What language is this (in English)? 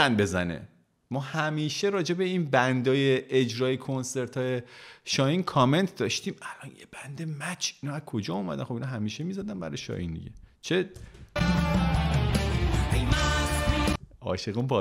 Persian